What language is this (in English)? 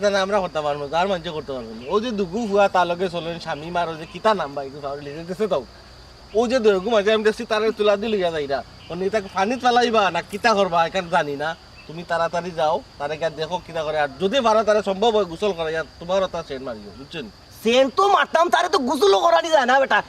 Sylheti